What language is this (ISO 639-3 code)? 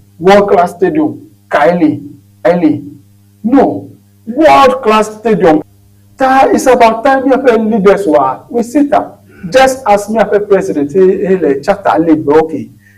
ewe